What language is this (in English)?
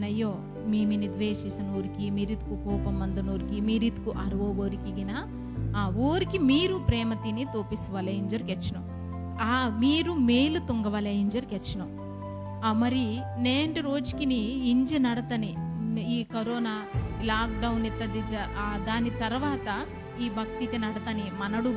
Koya